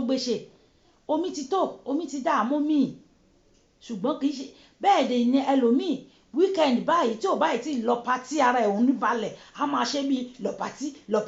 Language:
Yoruba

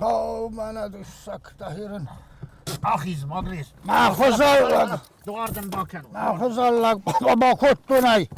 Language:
Ossetic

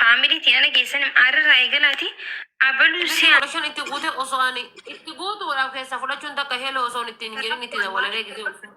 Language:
Oromo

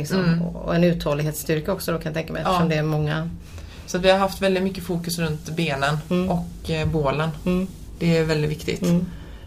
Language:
Swedish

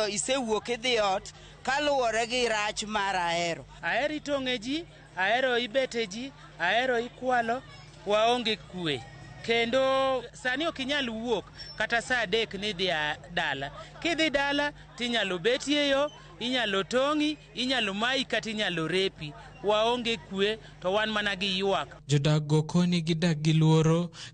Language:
Luo (Kenya and Tanzania)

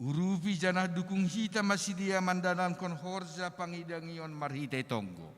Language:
Batak Simalungun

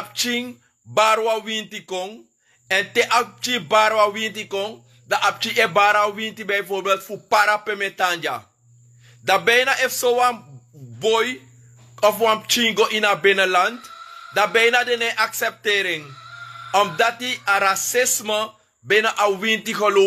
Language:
Sranan Tongo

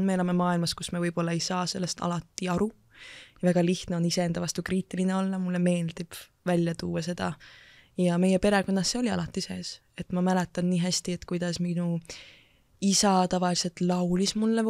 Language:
Estonian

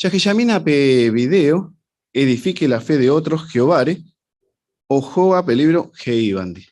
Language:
Guarani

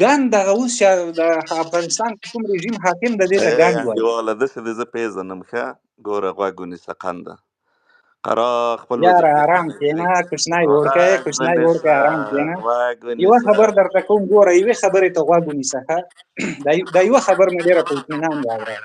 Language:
Pashto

